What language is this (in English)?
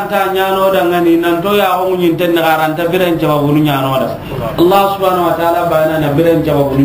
Soninke